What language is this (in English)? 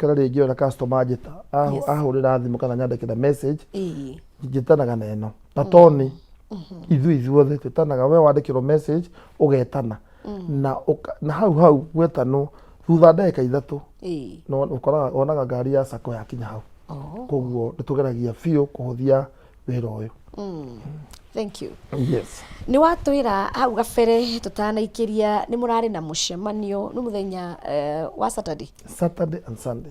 Kikuyu